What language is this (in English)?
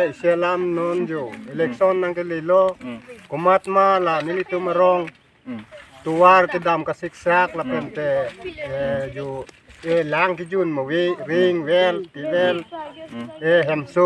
Karbi